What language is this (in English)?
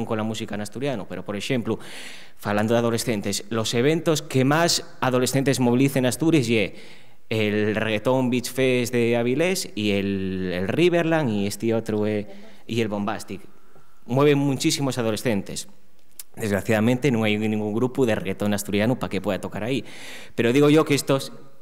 Asturian